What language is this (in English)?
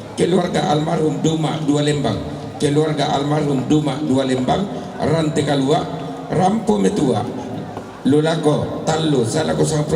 Toraja-Sa'dan